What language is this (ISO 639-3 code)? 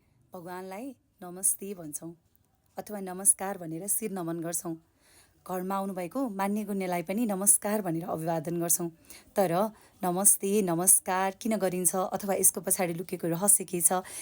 nep